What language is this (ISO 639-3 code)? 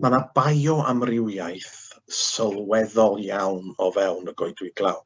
cym